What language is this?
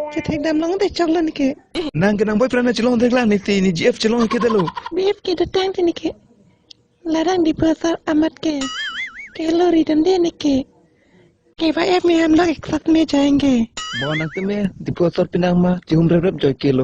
Karbi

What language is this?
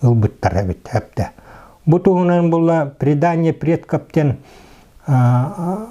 Yakut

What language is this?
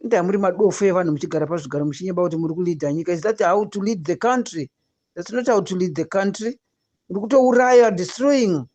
Shona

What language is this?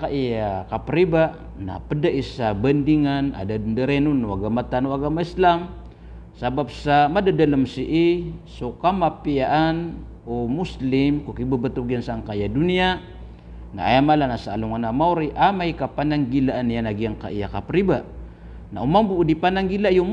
Maranao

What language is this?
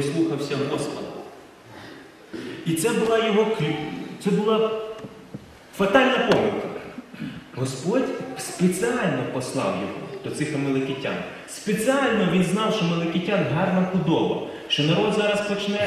Ukrainian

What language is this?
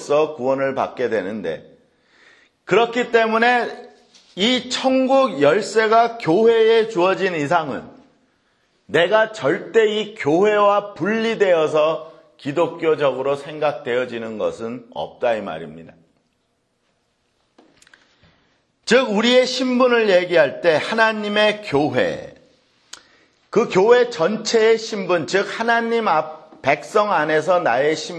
Korean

